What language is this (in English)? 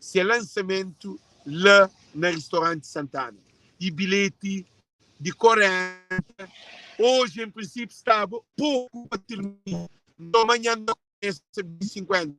Kabuverdianu